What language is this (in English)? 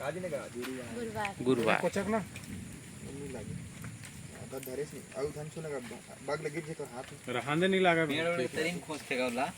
Chhattisgarhi